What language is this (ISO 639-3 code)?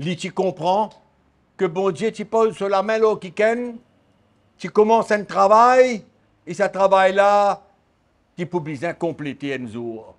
mfe